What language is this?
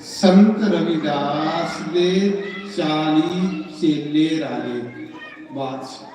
Dogri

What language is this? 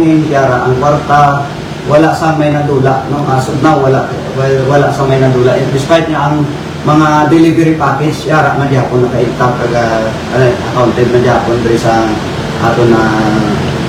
Hiligaynon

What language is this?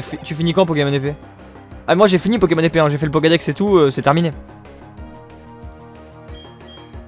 French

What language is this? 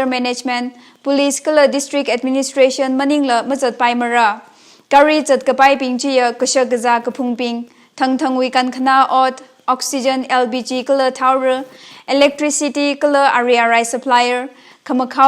Tangkhul Naga (India)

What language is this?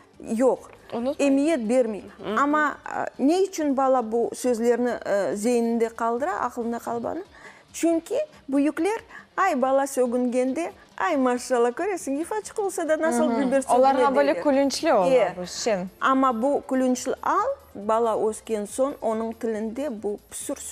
Crimean Tatar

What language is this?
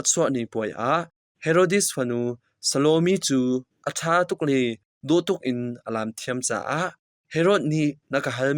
Hakha Chin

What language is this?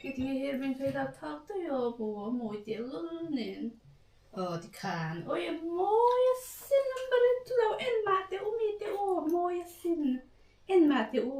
Mizo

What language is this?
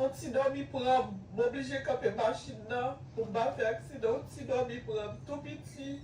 Haitian Creole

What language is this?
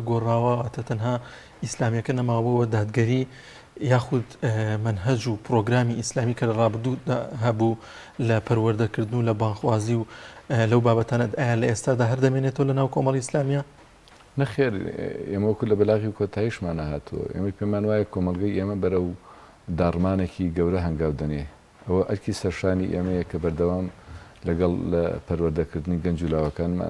Central Kurdish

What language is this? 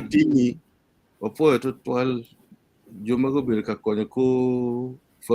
Acoli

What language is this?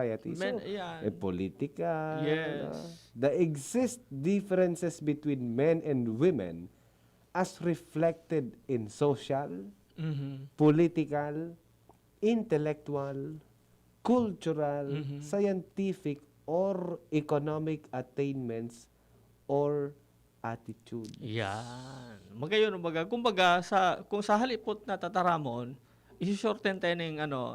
Bikol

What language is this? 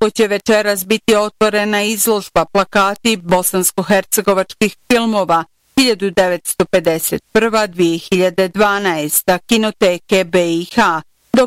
Bosnian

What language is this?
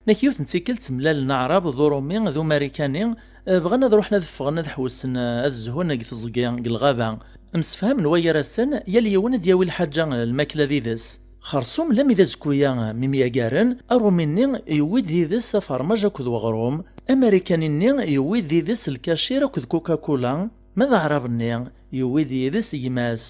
Kabyle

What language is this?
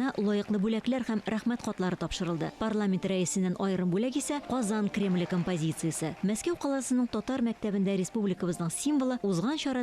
Tatar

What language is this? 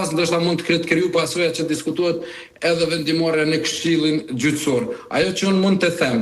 Albanian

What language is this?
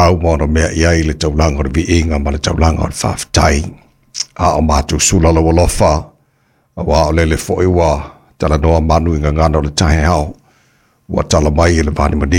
Samoan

